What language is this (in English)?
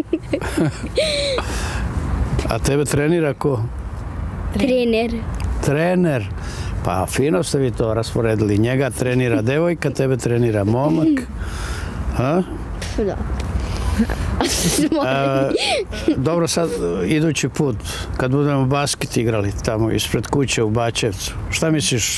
Serbian